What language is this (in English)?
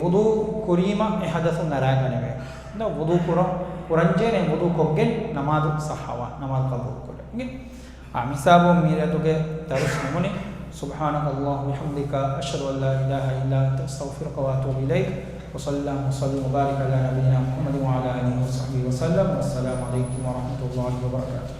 Divehi